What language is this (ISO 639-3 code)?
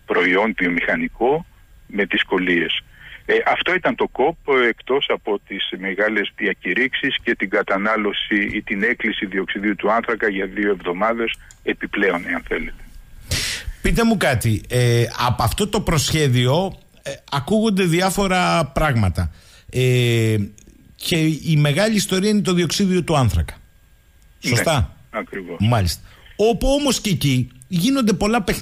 ell